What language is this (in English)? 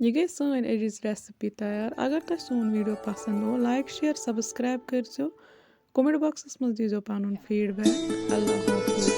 Kashmiri